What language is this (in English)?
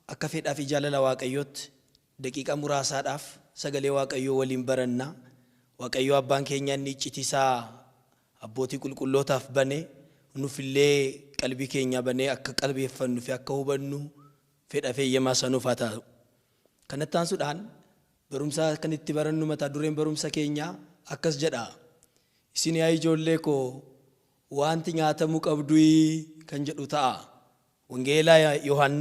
Oromo